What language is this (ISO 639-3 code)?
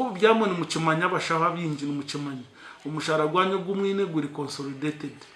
nyn